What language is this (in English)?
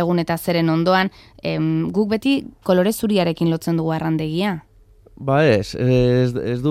Basque